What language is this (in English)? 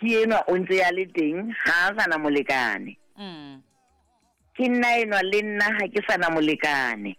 Southern Sotho